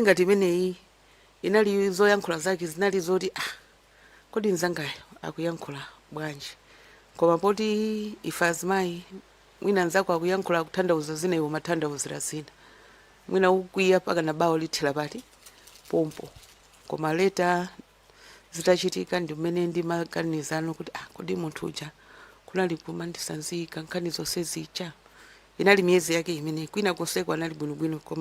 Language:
Nyanja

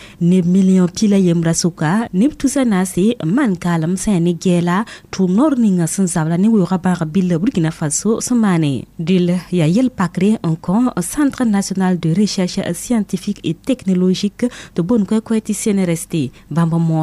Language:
Mossi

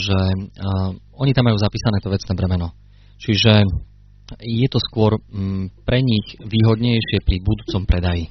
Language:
Slovak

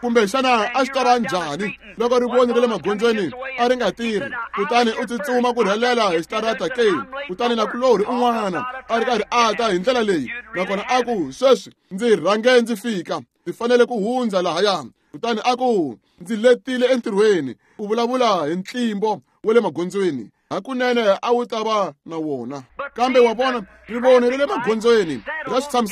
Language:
Tsonga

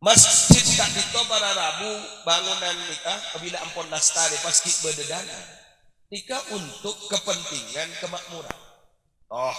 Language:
Madurese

